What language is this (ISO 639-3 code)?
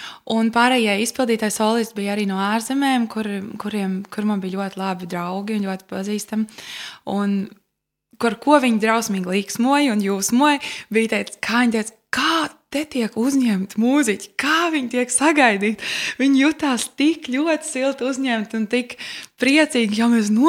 lav